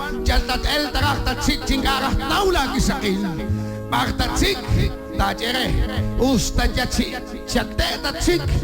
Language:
Kekchí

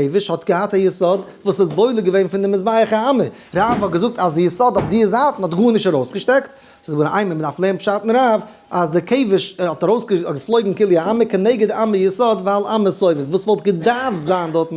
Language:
Yiddish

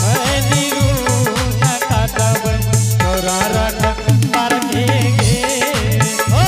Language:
Angika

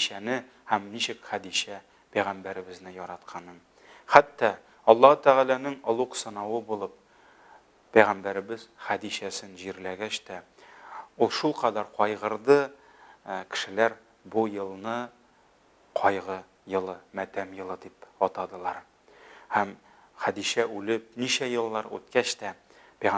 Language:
Tatar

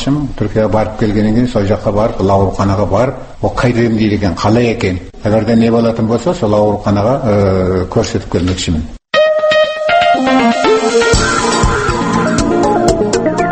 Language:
Kazakh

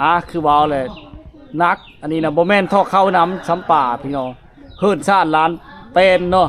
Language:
Lao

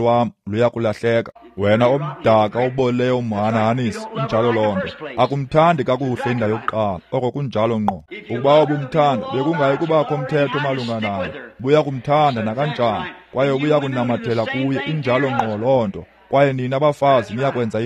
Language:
Xhosa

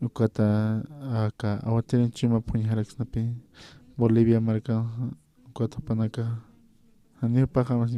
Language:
Aymara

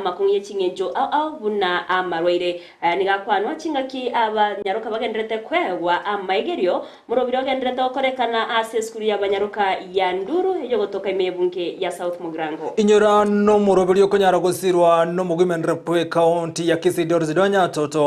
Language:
Gusii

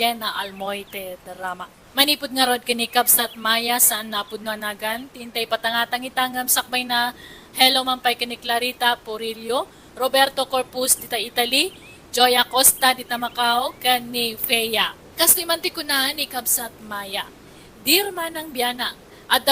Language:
Iloko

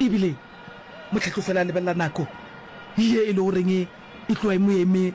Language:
Northern Sotho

